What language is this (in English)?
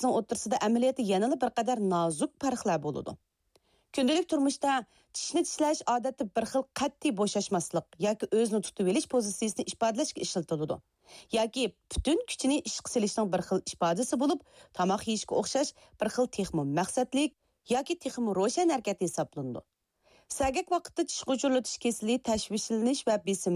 Uyghur